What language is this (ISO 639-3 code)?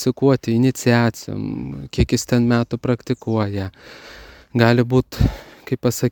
lit